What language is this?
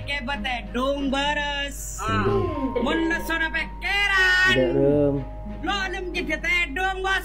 Madurese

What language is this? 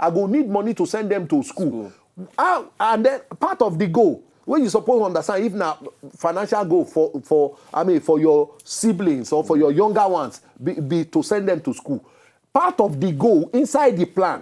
Nigerian Pidgin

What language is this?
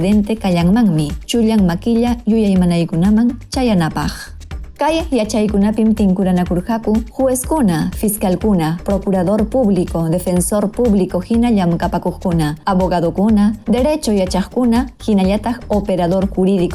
Ayacucho Quechua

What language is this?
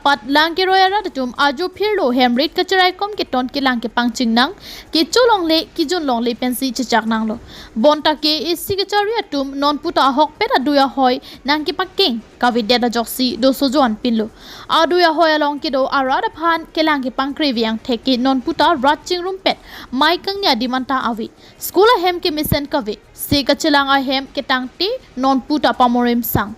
Karbi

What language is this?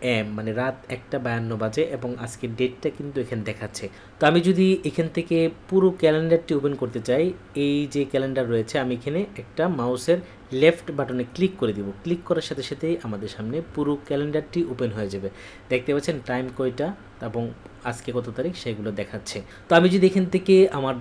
Bangla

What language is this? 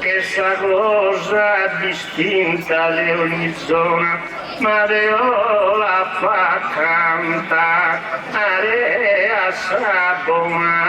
Sardinian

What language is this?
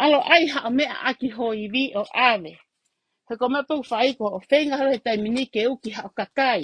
Tongan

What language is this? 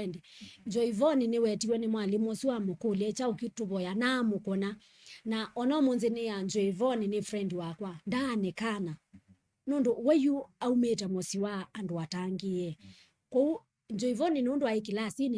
Kamba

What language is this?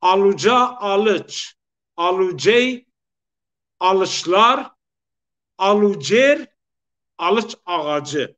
Zaza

